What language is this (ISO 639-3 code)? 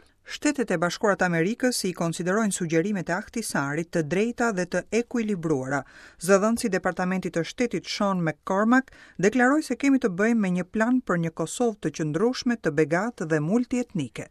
sqi